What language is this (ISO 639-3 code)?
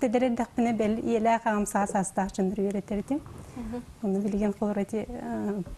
sah